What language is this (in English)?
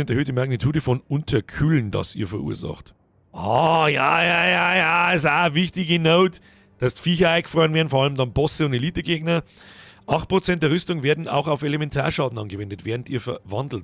Bavarian